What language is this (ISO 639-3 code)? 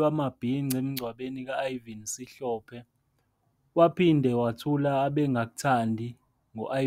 zul